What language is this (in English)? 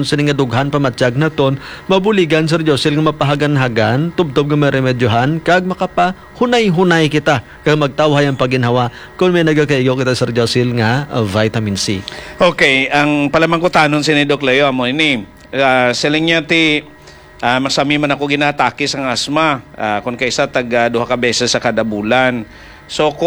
Hiligaynon